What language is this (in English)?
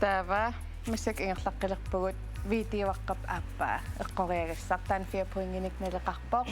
Kalaallisut